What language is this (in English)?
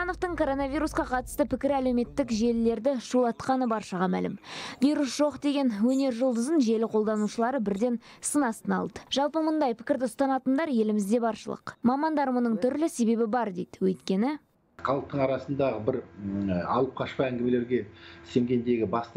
Kazakh